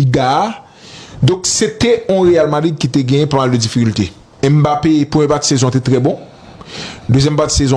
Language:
Haitian Creole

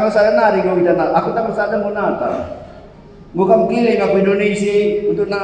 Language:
Batak Karo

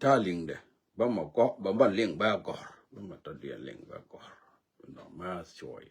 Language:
Nuer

